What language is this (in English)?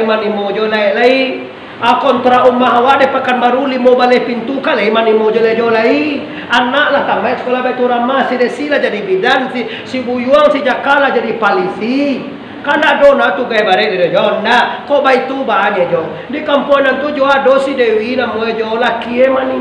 Minangkabau